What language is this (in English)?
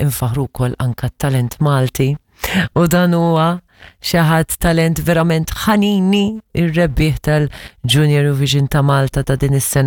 Maltese